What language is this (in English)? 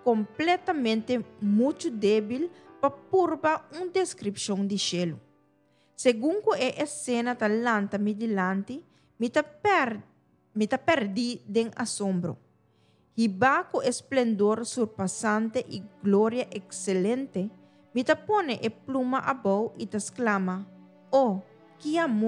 Papiamento